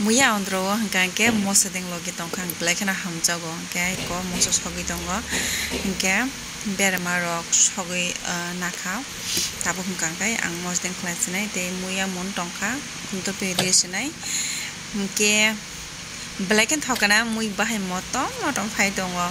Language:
Kok Borok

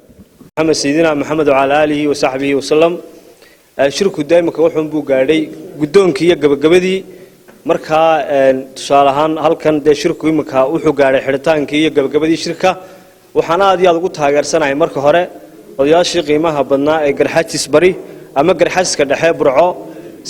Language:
Somali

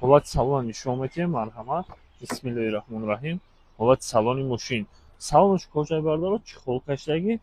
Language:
Tajik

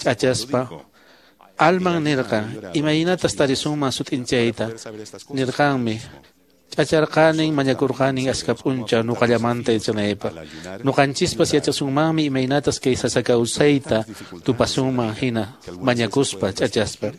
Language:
Quechua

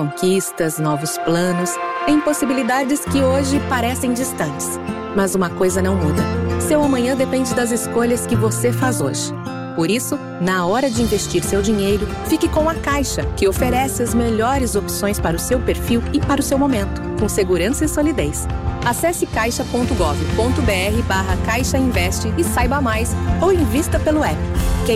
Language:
Portuguese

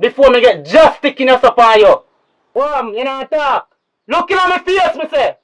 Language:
Jamaican Creole English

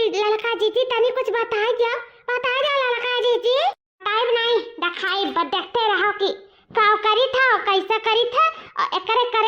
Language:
Awadhi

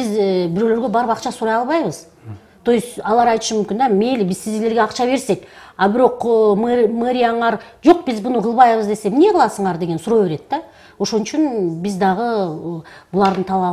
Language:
Kyrgyz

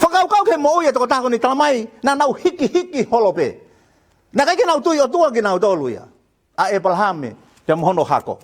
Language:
Tongan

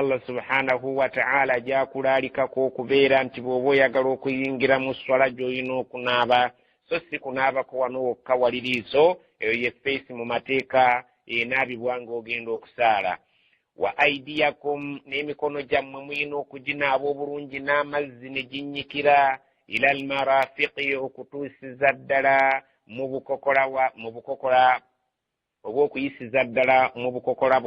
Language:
Ganda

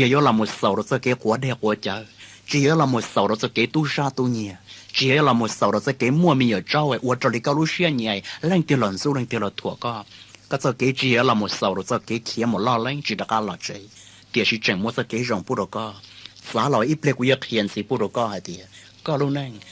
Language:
Hmong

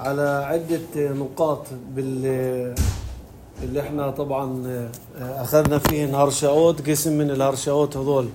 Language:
North Levantine Arabic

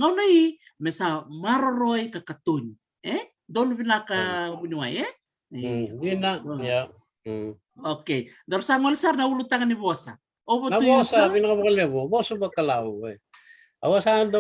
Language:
Fijian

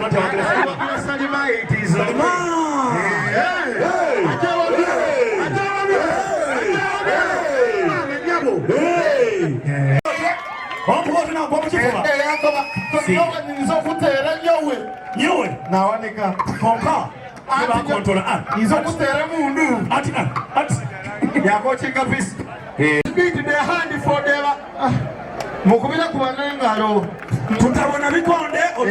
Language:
Soga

